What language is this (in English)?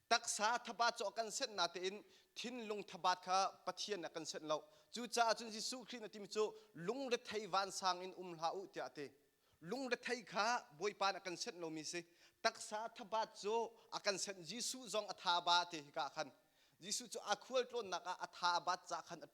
Hakha Chin